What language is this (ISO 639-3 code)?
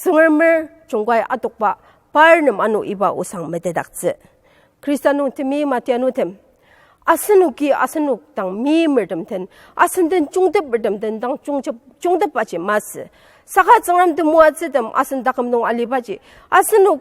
njo